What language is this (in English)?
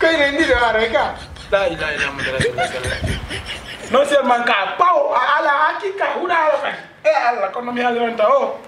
Fula